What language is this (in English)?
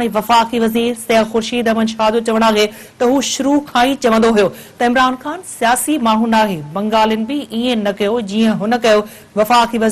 Sindhi